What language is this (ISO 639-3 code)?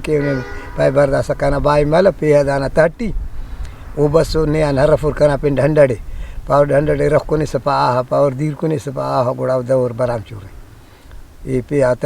brh